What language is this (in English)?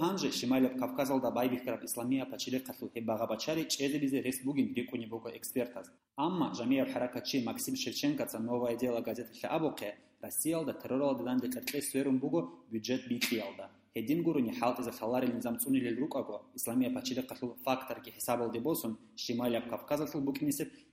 Avaric